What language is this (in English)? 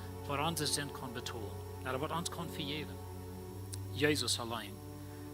Plautdietsch